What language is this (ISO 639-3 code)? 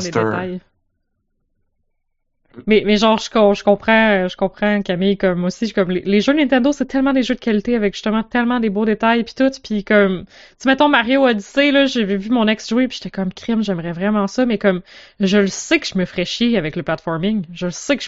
fra